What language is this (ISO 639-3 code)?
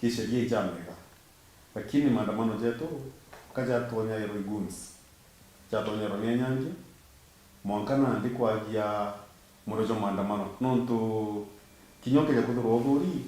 mer